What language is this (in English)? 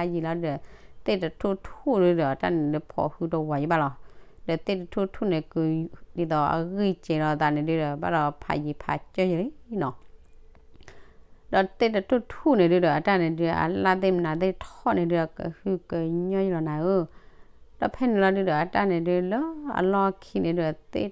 S'gaw Karen